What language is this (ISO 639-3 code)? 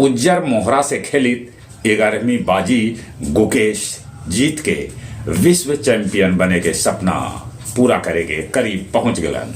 mag